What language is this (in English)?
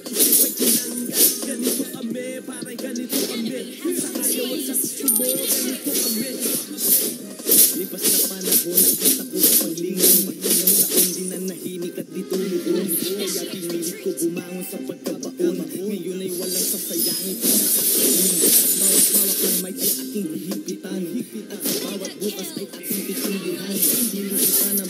Filipino